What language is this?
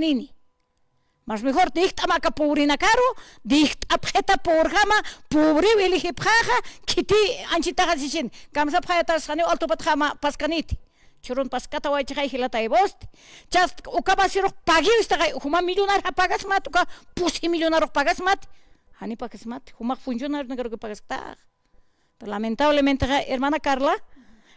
Aymara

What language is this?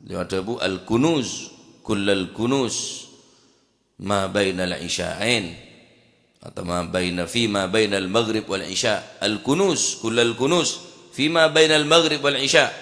Madurese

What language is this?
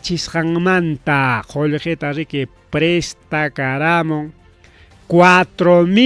Ayacucho Quechua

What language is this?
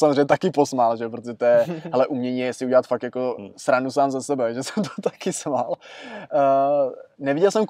Czech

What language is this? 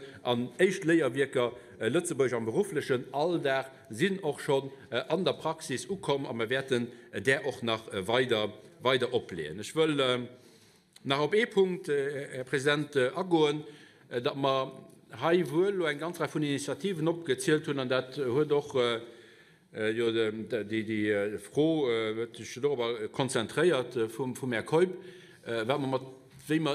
Luxembourgish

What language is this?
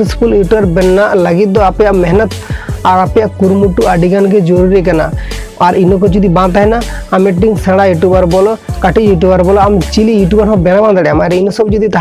Santali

